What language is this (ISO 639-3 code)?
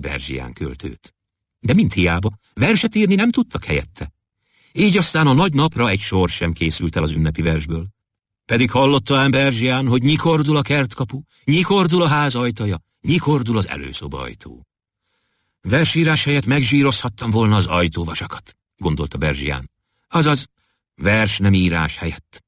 hun